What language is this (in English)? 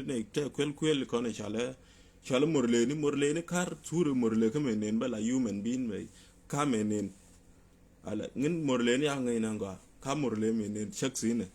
Nuer